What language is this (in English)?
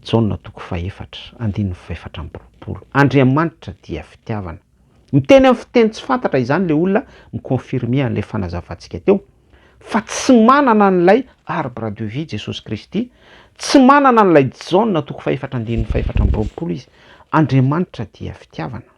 Malagasy